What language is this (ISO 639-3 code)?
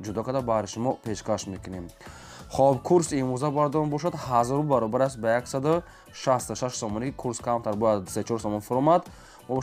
tgk